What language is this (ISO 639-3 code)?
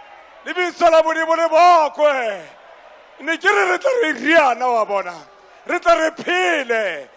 tsn